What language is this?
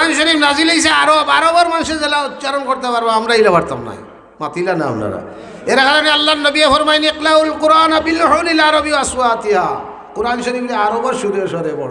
Sylheti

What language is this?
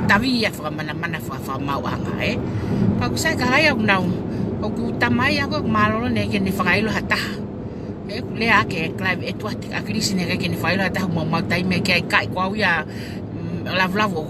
Tongan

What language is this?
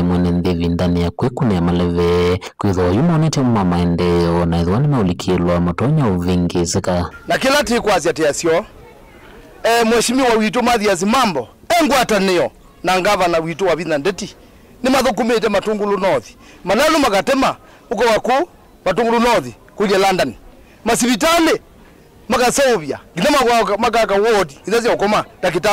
Kamba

